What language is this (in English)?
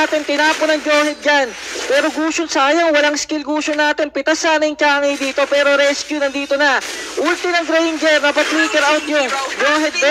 Filipino